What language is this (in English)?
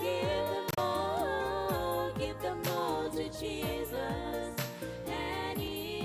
Gilbertese